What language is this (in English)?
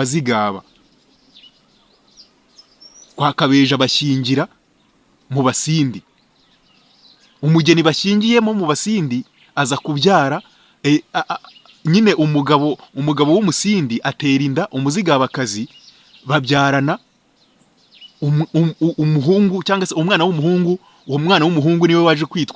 Kinyarwanda